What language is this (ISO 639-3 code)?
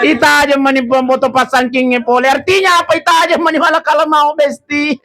bug